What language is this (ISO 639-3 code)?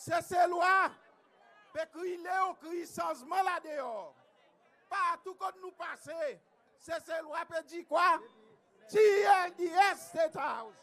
crs